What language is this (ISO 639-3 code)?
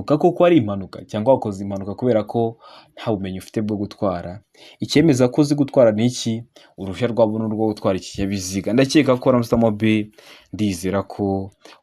kin